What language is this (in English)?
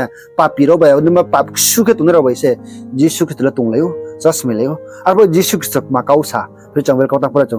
Riang (India)